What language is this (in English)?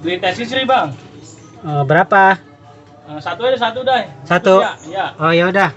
Betawi